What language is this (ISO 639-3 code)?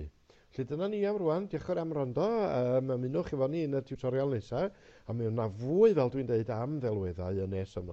cym